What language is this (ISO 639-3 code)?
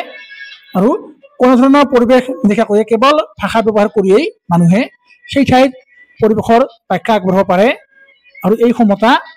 asm